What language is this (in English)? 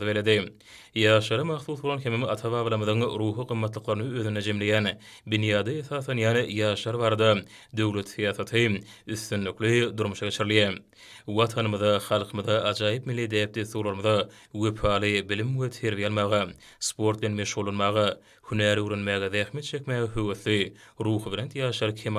Turkmen